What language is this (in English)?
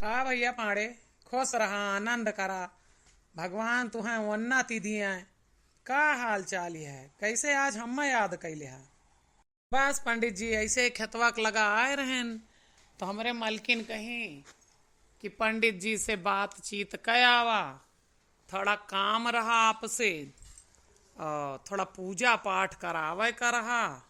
Awadhi